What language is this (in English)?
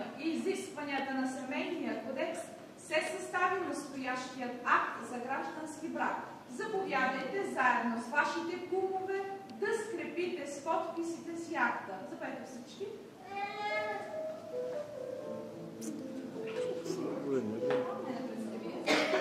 Bulgarian